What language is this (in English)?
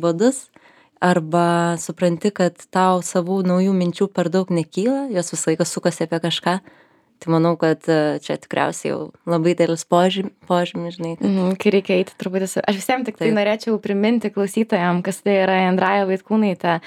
Lithuanian